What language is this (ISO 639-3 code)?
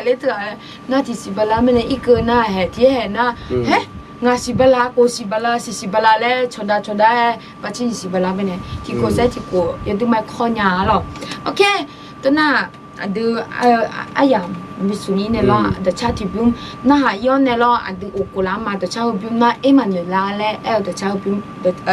ahk